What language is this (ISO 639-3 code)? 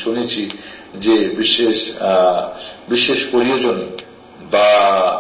ben